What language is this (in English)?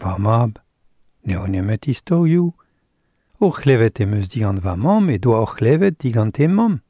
Breton